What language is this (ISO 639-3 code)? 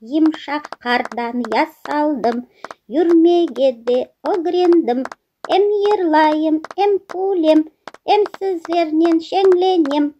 crh